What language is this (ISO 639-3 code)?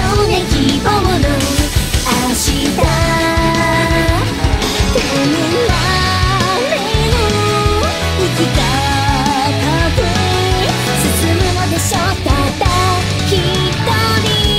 jpn